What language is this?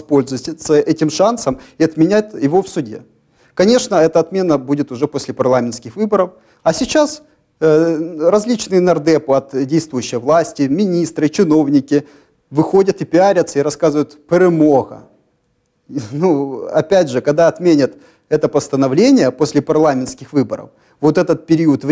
Russian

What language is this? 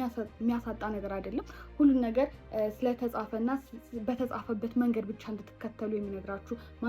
Amharic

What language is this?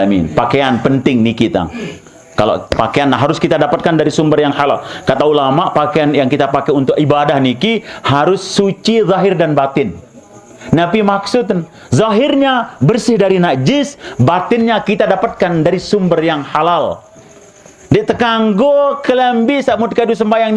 Sasak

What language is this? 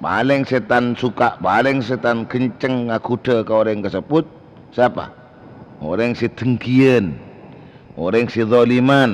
Madurese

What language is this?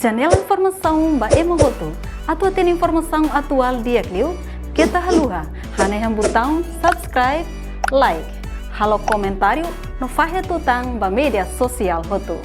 Tetum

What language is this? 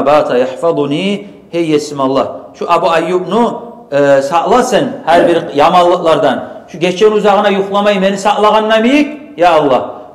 Kumyk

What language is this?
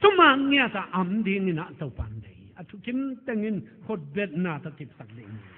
Tedim Chin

